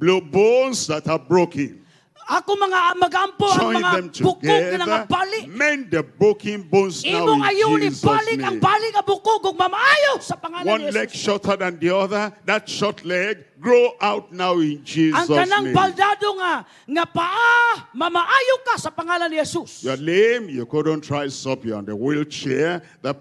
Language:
Cebuano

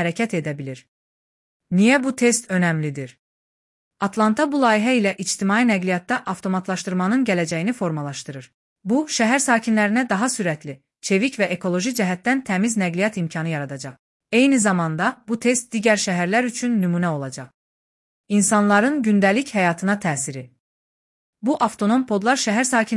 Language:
Azerbaijani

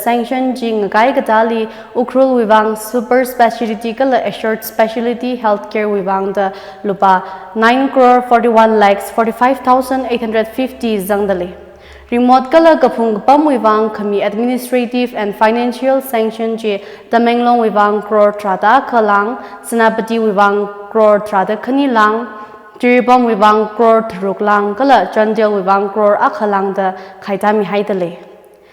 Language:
Tangkhul Naga (India)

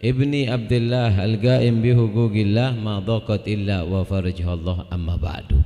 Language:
Madurese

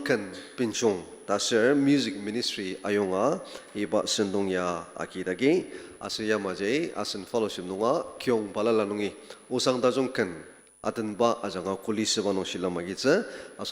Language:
Ao Naga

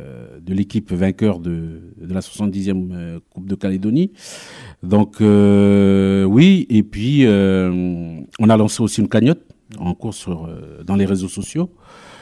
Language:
French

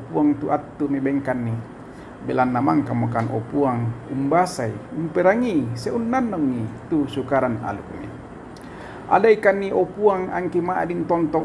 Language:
Toraja-Sa'dan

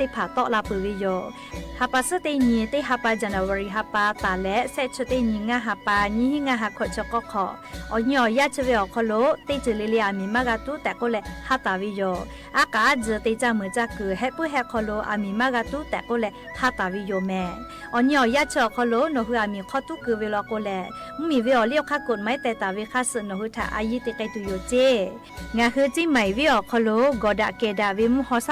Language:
Lahu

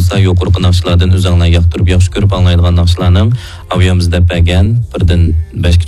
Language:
Uyghur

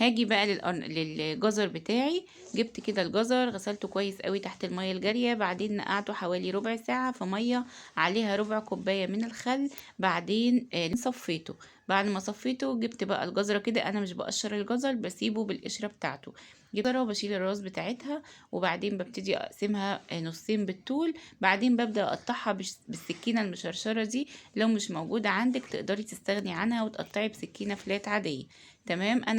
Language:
Egyptian Arabic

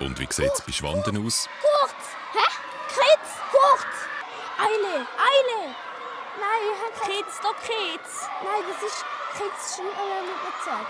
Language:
Swiss German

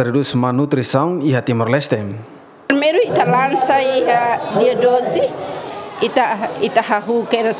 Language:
Tetum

